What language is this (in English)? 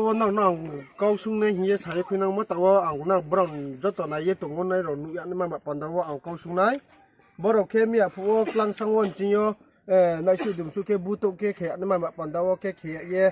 Riang (India)